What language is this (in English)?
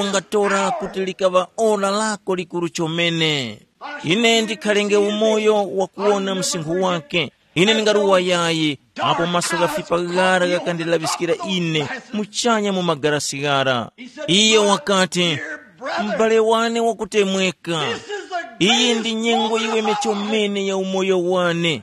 Tumbuka